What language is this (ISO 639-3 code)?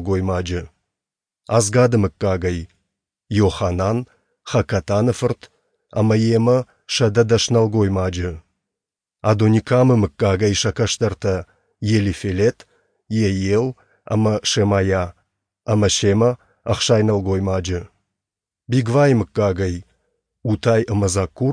oss